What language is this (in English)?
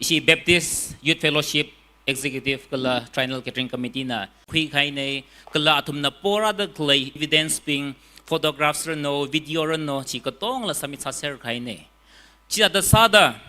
Tangkhul Naga (India)